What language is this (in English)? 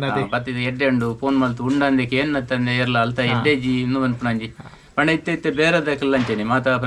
Tulu